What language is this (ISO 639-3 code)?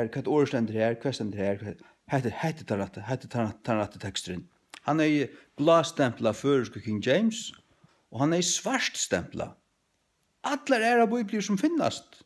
fao